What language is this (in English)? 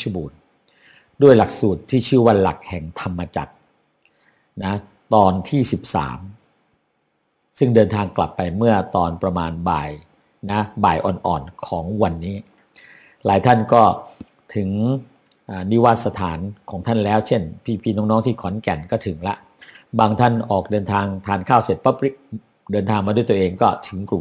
Thai